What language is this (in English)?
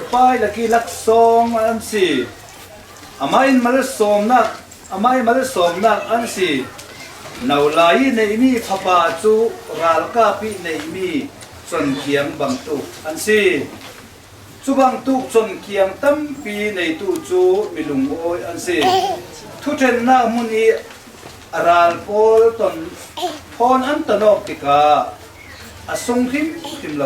Falam Chin